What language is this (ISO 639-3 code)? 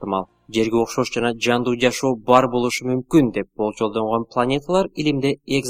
kir